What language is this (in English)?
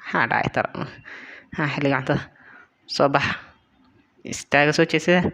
Somali